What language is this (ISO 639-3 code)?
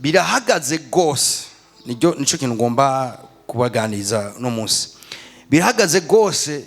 run